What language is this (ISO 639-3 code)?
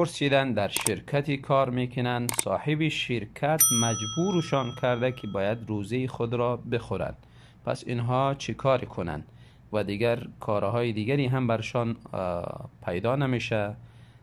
tgk